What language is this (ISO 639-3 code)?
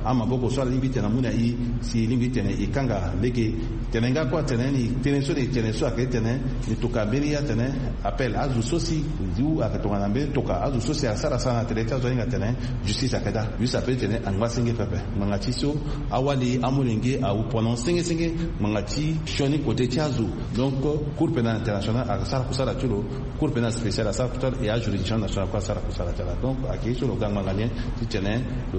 sag